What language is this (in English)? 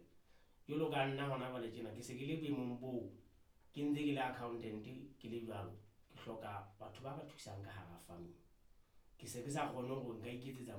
Southern Sotho